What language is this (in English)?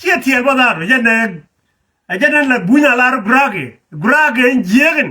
Nuer